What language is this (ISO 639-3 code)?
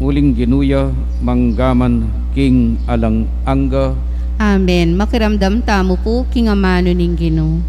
pam